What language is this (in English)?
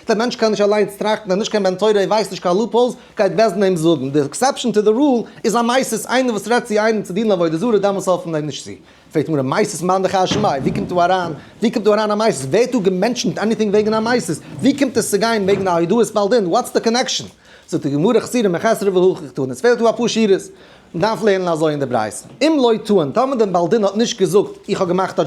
Yiddish